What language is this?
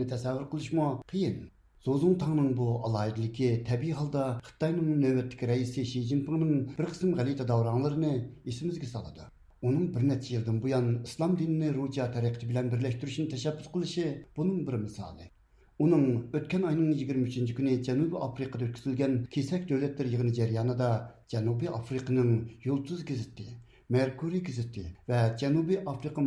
Uyghur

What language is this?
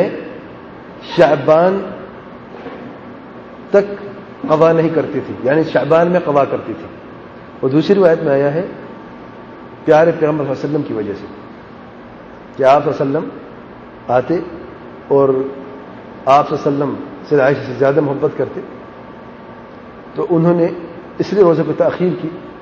Urdu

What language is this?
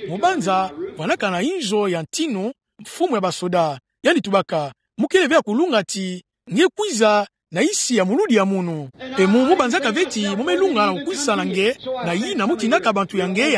Kituba (Democratic Republic of Congo)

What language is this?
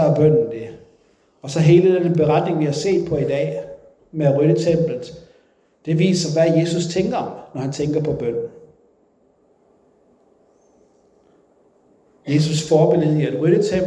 Danish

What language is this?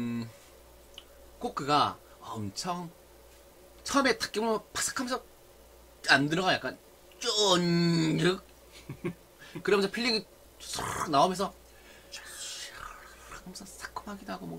Korean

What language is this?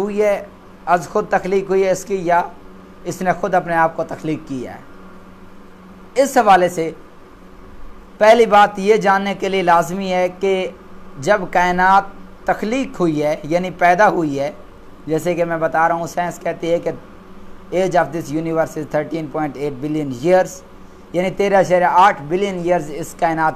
Urdu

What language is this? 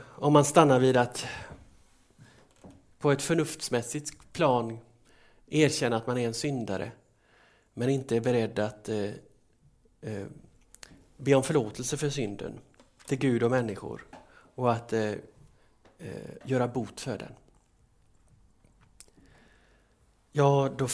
Swedish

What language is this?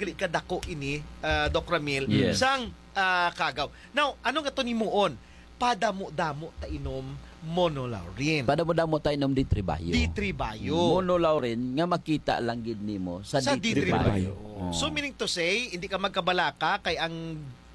Hiligaynon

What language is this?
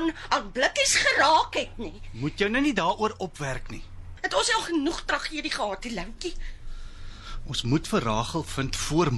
Afrikaans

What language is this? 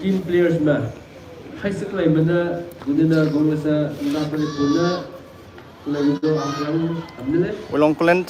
Maram Naga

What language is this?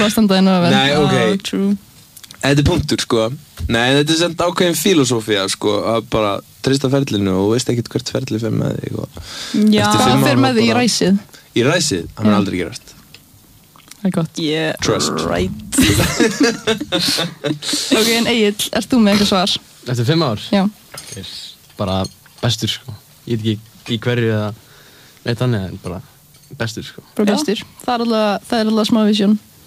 Icelandic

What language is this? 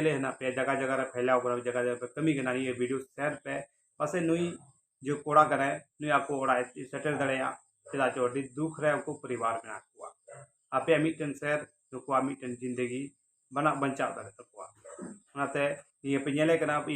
Santali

